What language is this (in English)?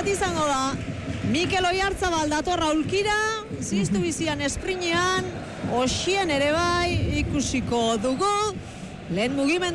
Basque